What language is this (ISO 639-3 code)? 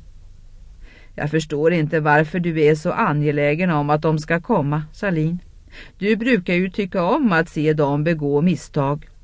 swe